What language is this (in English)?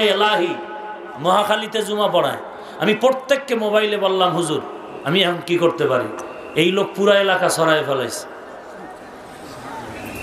Bangla